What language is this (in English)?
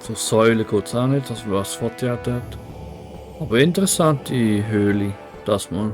Swiss German